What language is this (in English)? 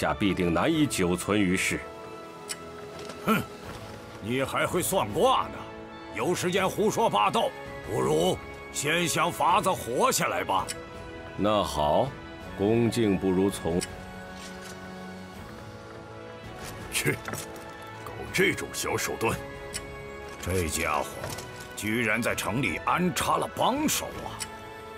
Chinese